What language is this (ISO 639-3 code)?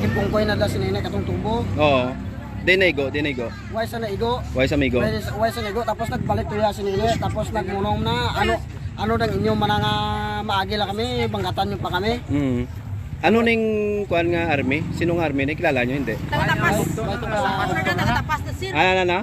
hil